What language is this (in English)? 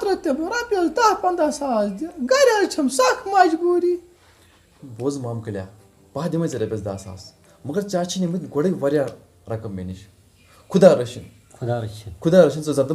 Kashmiri